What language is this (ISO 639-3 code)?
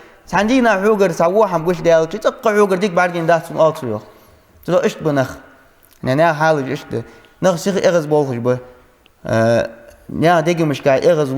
inh